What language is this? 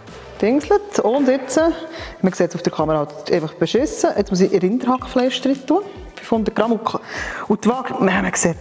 Swiss German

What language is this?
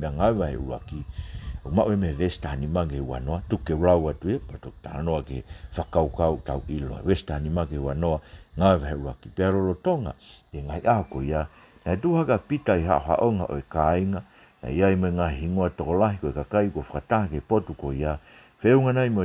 Tongan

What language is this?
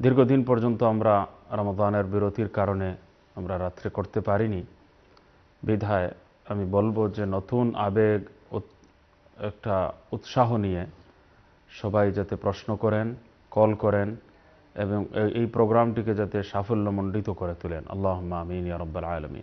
Bangla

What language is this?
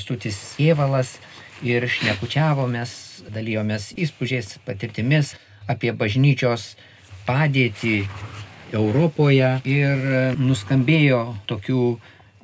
Lithuanian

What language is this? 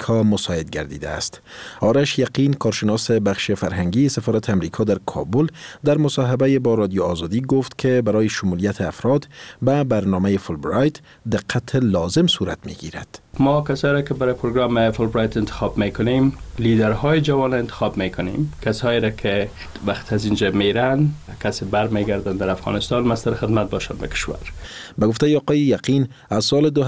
Persian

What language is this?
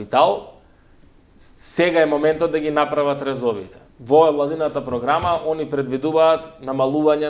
Macedonian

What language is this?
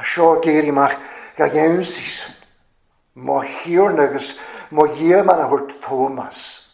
Welsh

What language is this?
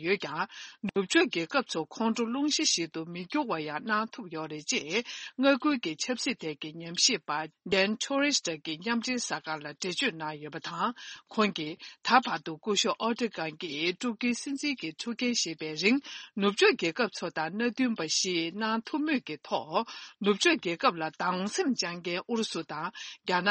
Tibetan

